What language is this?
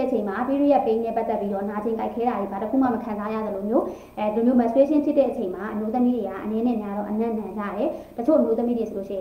Burmese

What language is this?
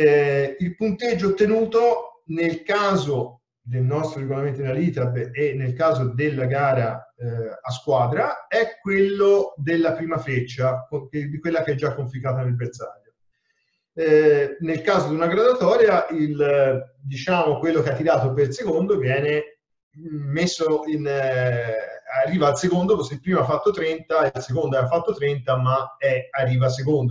Italian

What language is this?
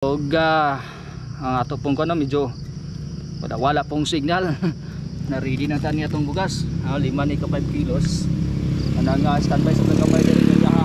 Cebuano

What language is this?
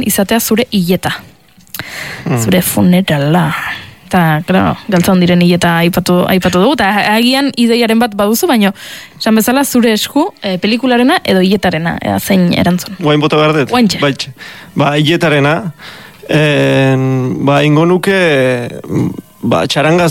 Basque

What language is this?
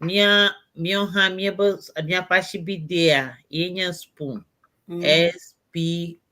Ewe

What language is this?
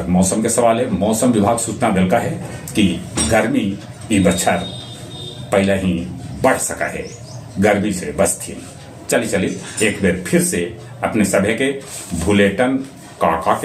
Magahi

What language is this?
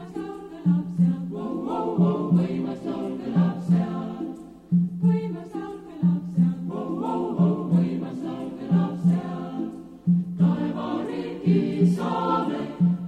Estonian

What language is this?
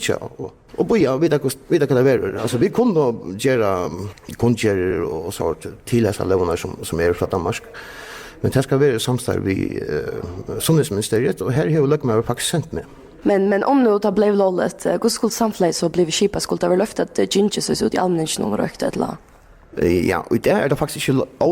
Faroese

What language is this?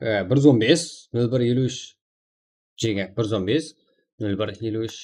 Kara-Kalpak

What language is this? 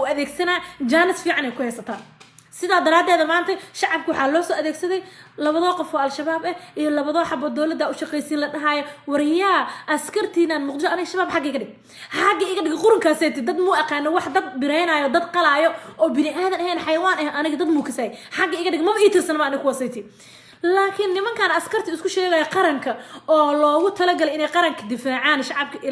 Somali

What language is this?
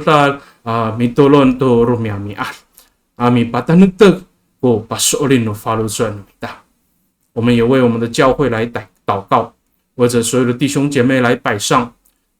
Amis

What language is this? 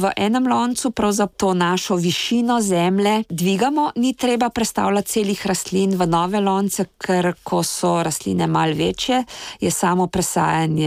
Slovenian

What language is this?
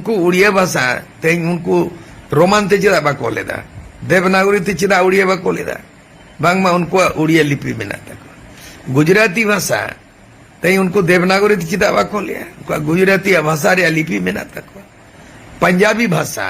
Santali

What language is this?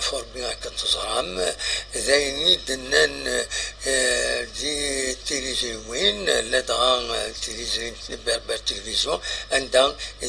Kabyle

